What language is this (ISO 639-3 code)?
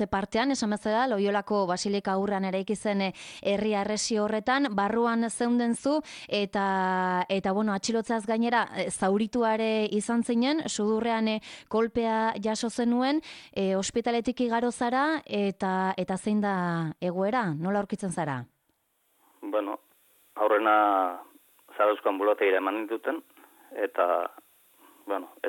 eus